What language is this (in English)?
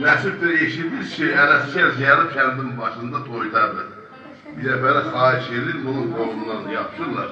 South Azerbaijani